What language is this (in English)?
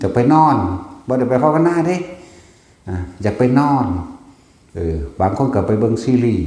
Northeastern Thai